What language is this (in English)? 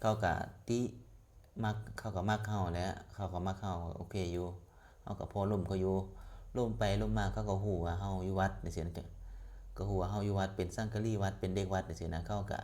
Lao